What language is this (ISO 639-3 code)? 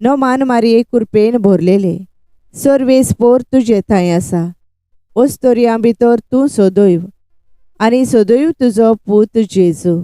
kok